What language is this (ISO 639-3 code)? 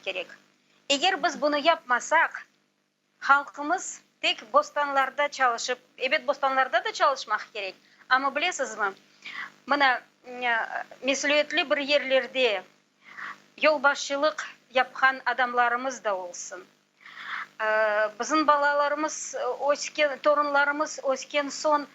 crh